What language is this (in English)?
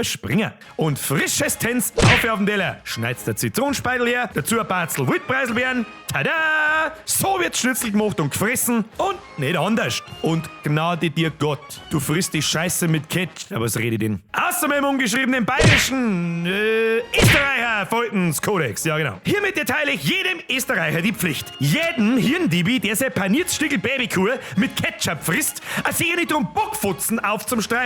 Bavarian